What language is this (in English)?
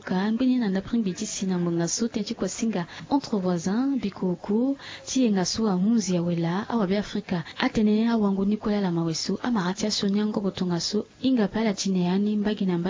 Sango